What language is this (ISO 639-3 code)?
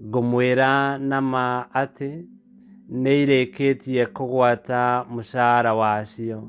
kik